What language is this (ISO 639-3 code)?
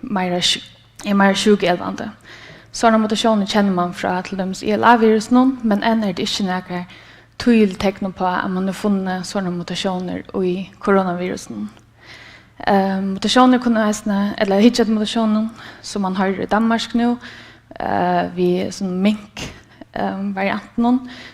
fao